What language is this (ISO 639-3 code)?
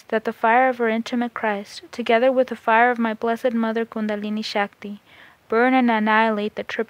eng